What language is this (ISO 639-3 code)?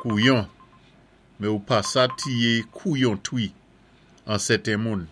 acf